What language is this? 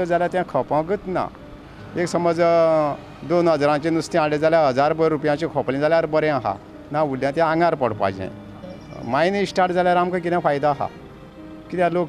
Konkani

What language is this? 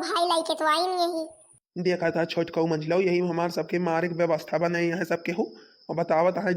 Awadhi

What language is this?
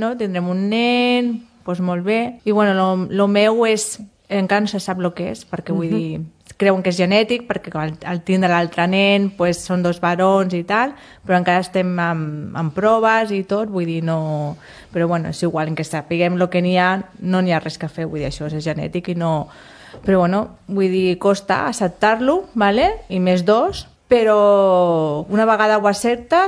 Catalan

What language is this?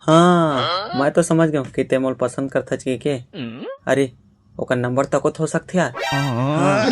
Chhattisgarhi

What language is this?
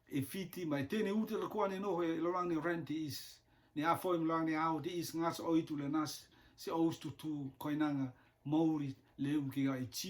Rotuman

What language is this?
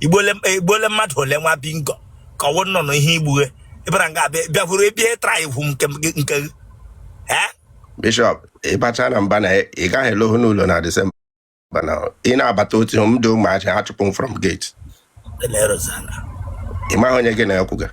Igbo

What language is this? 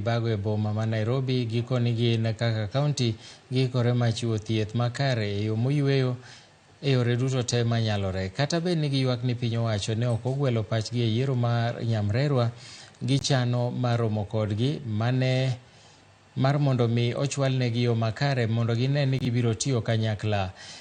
Luo (Kenya and Tanzania)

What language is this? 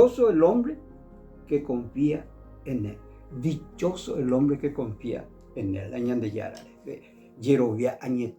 Guarani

